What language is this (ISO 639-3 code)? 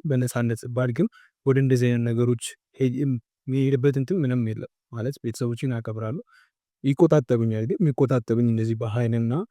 amh